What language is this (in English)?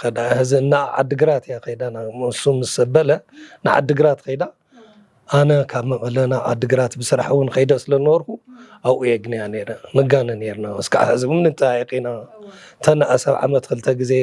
Tigrinya